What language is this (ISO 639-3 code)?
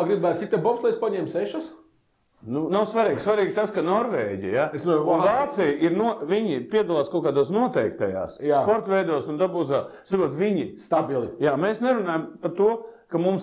lav